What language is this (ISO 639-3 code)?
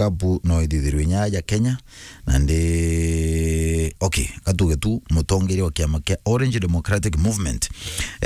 mer